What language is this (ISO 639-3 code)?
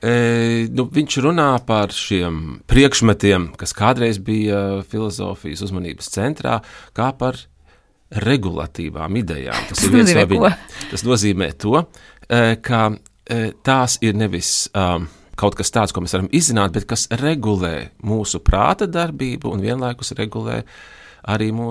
lav